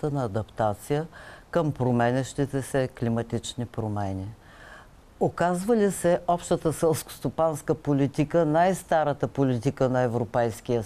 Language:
Bulgarian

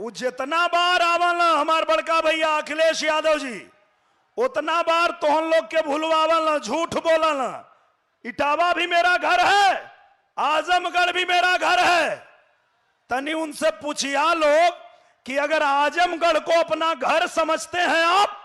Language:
Bhojpuri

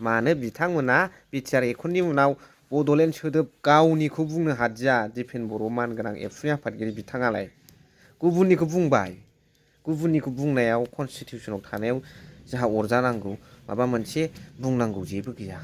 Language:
Bodo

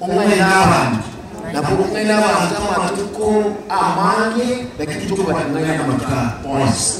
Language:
Gusii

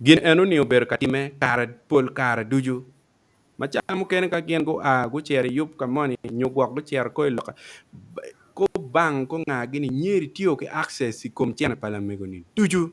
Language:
Acoli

